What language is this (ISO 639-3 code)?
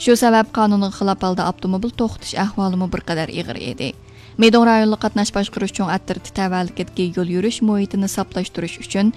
uig